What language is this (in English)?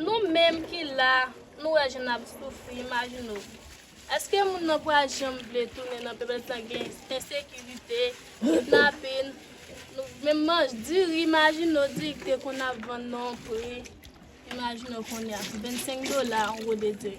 Haitian Creole